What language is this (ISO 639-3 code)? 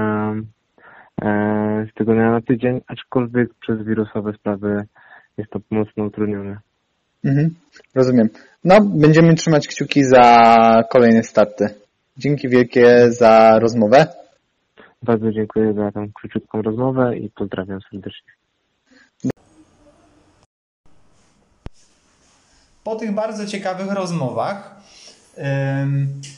pol